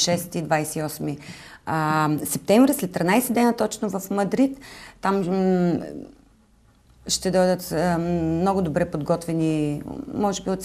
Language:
Bulgarian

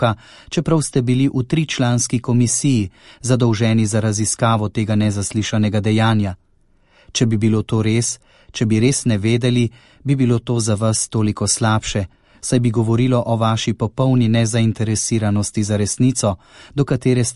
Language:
Slovenian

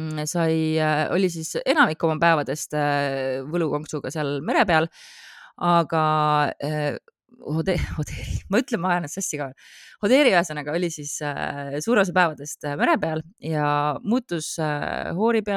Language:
Estonian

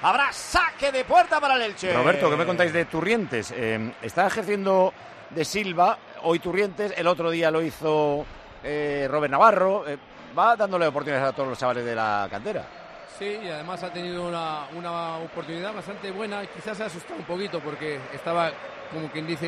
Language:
Spanish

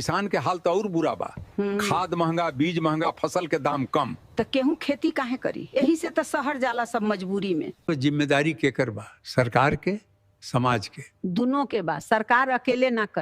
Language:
Bhojpuri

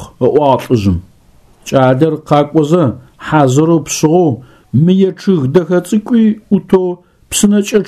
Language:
Adyghe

